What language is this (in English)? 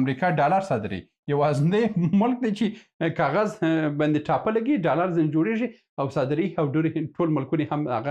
Pashto